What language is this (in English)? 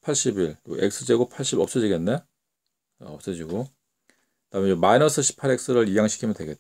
Korean